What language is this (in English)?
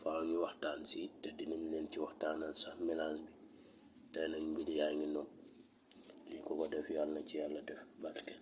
Wolof